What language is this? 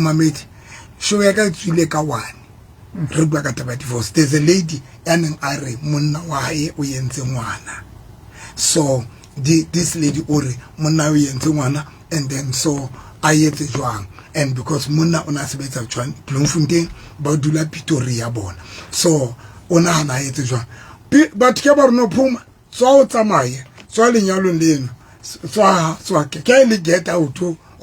Southern Sotho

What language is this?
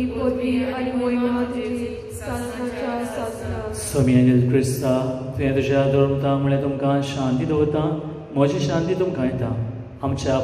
Konkani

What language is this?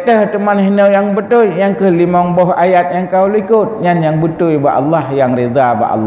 Achinese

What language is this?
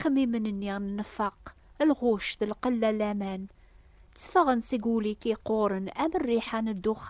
Kabyle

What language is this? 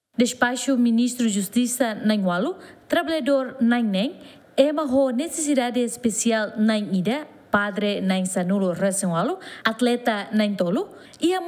Tetum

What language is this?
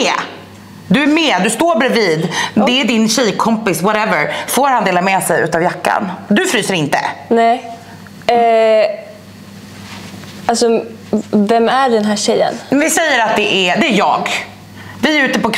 Swedish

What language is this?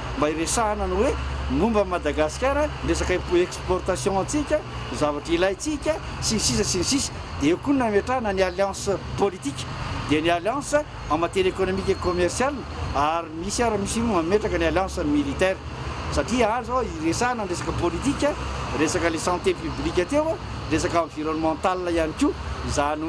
Malagasy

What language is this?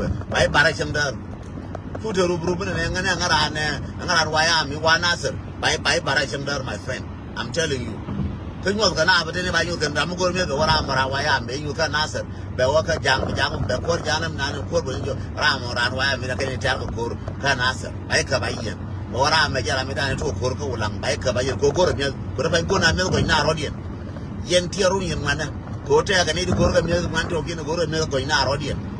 Nuer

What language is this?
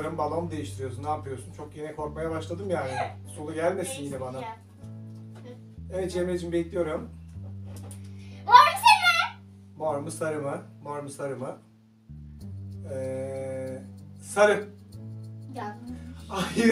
Turkish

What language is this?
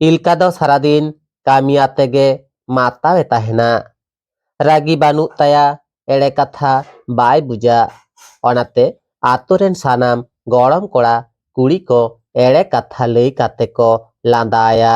Santali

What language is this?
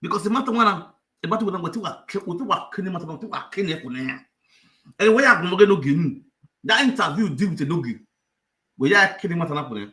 Nigerian Pidgin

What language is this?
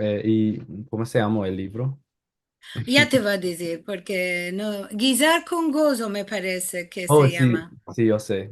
Ladino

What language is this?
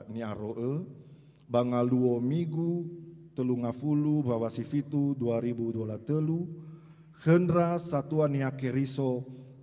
Nias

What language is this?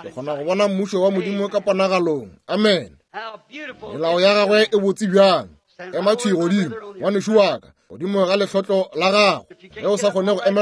Northern Sotho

